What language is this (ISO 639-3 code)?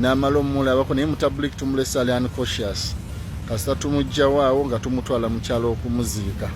lug